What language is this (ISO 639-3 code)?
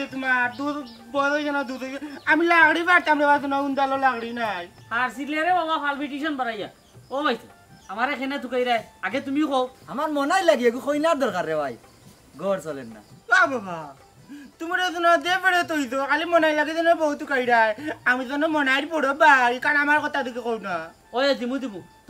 syl